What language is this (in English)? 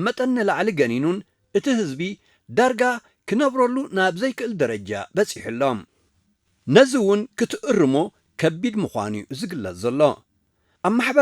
Tigrinya